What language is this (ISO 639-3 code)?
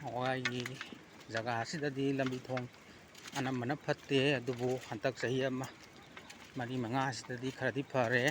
mni